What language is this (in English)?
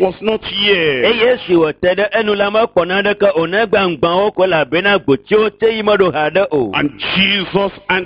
Ewe